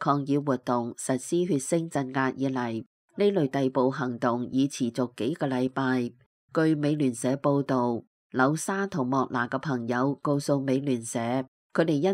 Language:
Cantonese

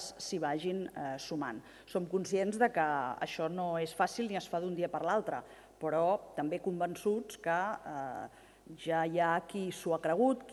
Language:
Catalan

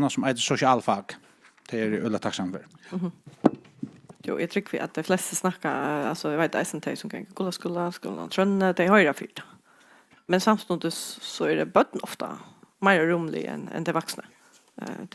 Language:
Faroese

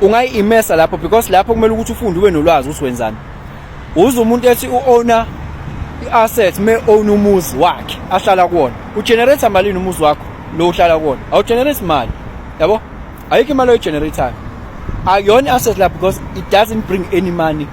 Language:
Zulu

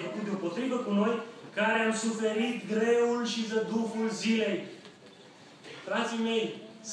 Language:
Romanian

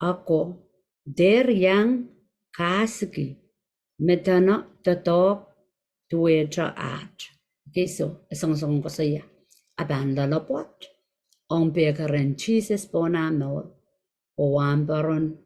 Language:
Pohnpeian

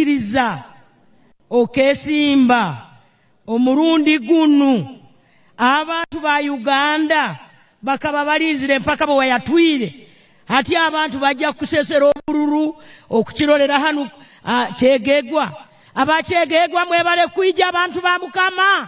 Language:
Nyankole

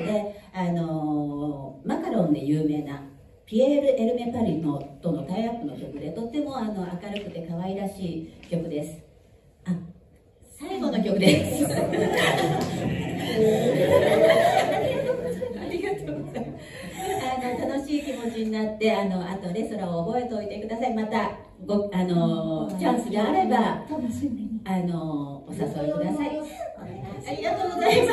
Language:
Japanese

